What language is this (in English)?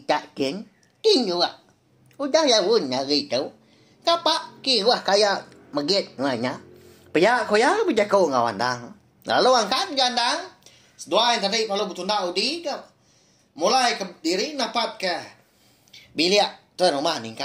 Iban